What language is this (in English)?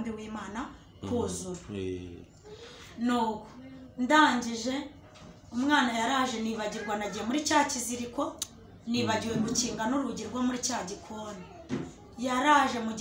Kinyarwanda